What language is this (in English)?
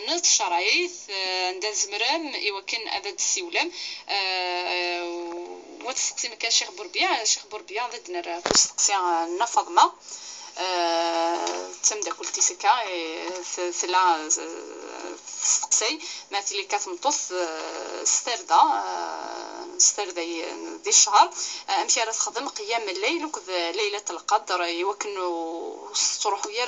Kabyle